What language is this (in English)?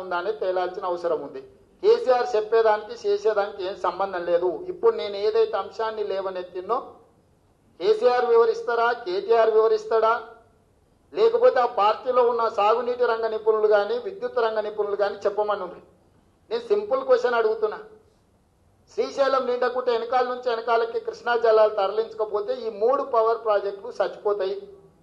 Telugu